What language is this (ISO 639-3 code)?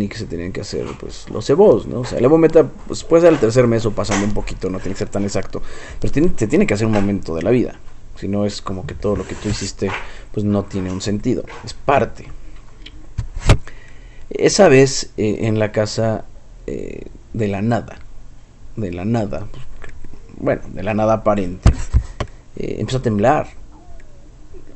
spa